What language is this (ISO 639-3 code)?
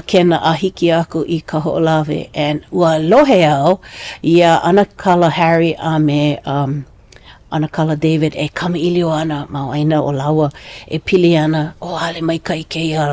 haw